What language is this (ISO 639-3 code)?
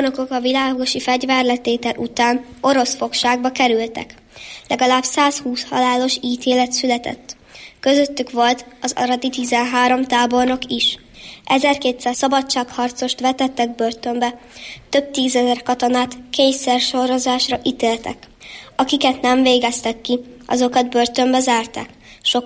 hun